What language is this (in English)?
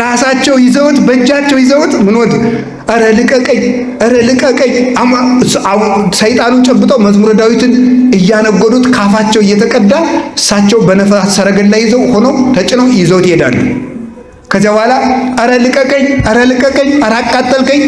Amharic